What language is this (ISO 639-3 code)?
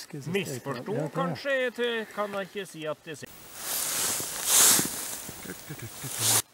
nor